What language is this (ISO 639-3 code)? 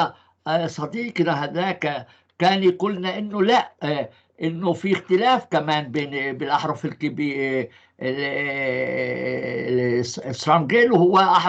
apc